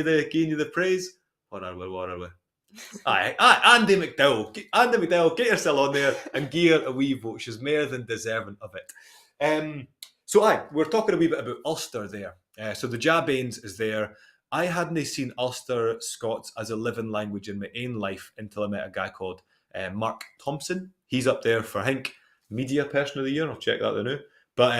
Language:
Scots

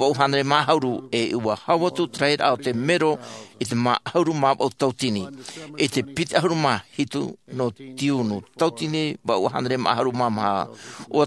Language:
Tahitian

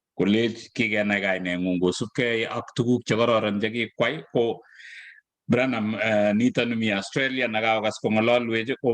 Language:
Kalenjin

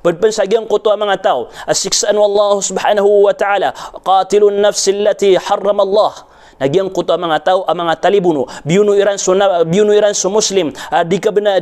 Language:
Maranao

